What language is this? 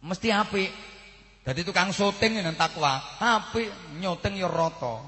Javanese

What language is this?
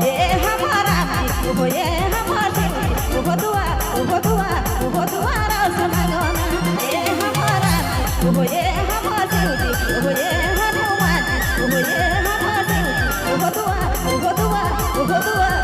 Sadri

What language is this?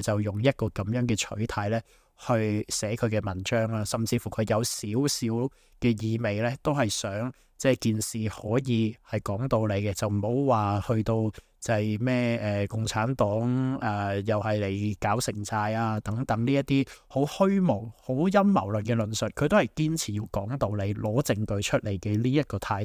Cantonese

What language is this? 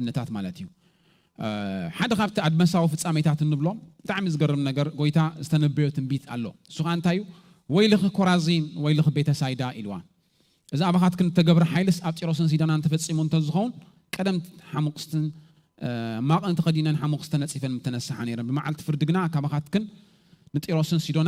Tigrinya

